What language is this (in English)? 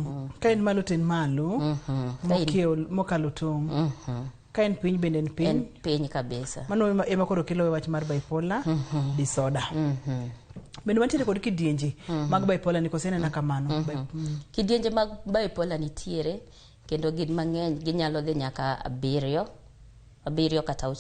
Luo (Kenya and Tanzania)